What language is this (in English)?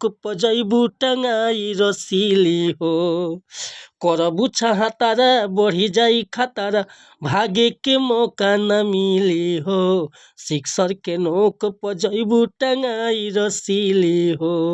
Bhojpuri